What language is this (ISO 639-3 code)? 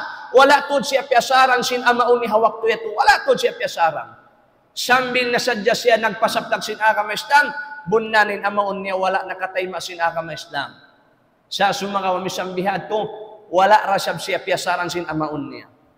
tsg